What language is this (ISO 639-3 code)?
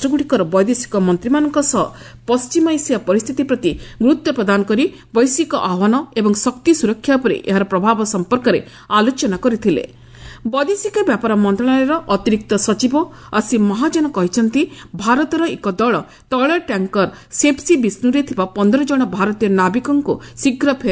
ori